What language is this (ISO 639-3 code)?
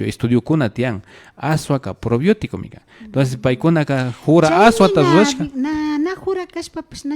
qvi